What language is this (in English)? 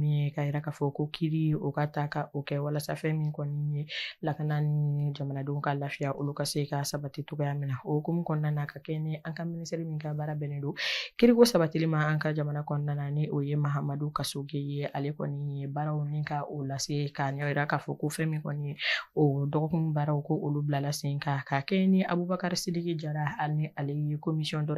Bambara